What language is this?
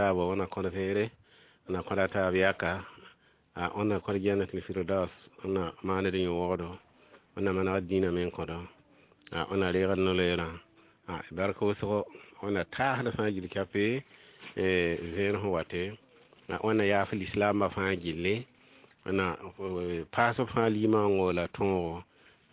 Mossi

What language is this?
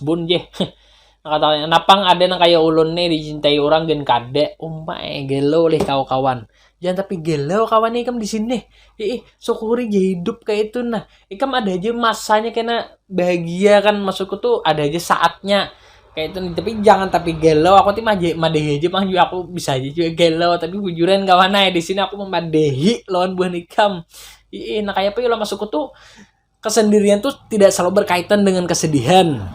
Banjar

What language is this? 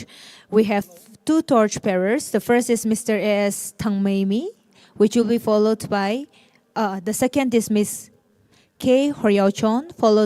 Tangkhul Naga (India)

